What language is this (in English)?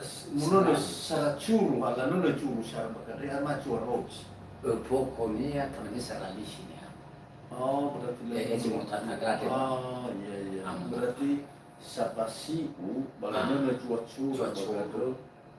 Nias